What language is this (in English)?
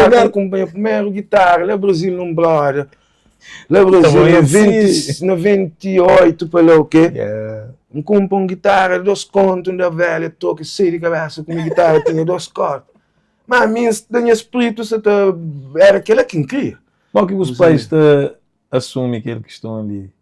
Kabuverdianu